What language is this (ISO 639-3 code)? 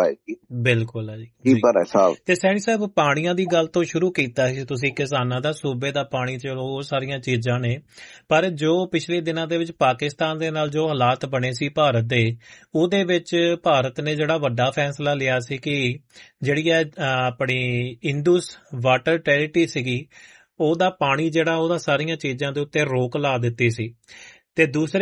pan